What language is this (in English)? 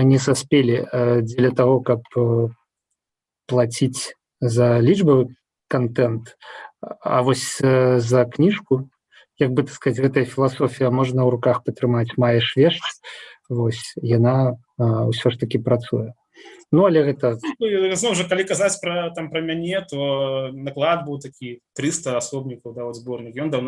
Belarusian